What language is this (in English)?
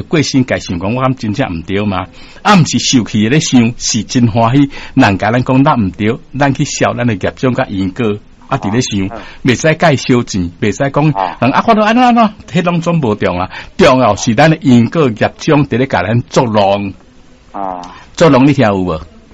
Min Nan Chinese